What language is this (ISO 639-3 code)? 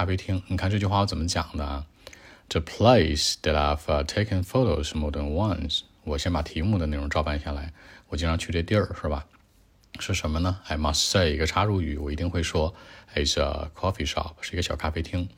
zho